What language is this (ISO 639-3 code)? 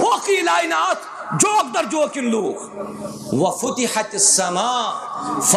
kas